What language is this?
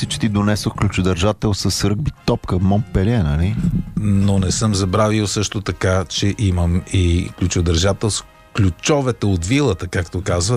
Bulgarian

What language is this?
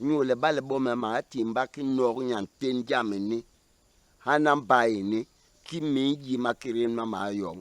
Basaa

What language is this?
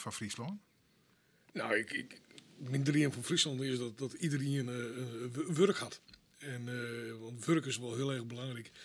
Western Frisian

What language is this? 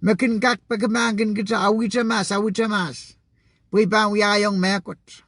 Pohnpeian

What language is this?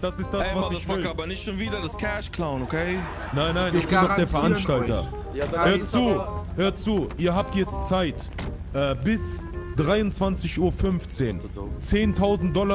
Swiss German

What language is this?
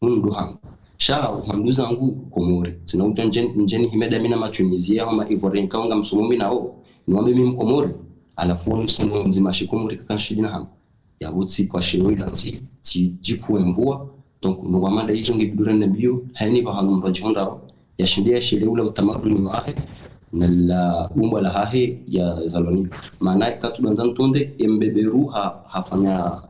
Ngazidja Comorian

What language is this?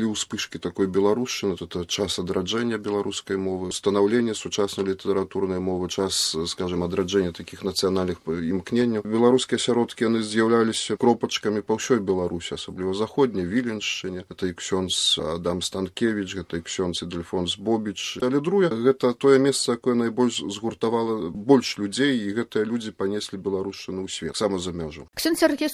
Belarusian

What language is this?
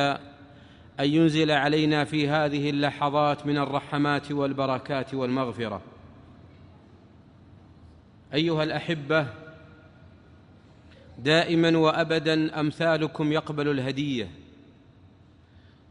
Arabic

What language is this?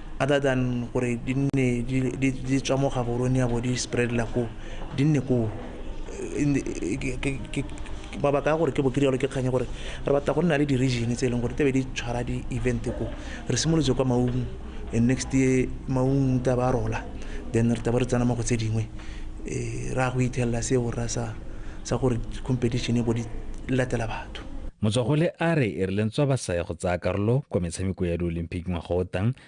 Tswana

